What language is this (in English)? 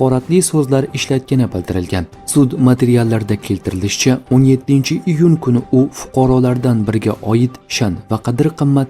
Uzbek